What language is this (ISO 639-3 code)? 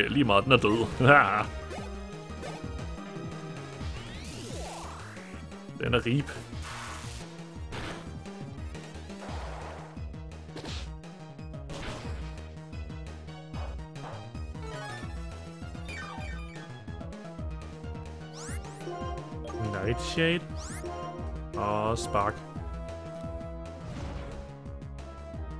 dan